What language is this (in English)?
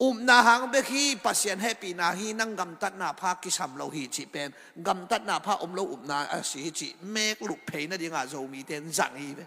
Tedim Chin